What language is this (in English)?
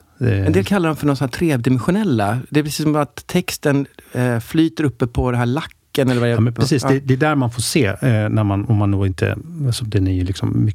Swedish